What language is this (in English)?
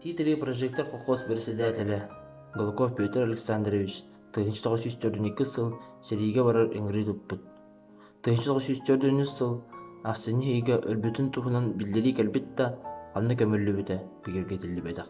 Yakut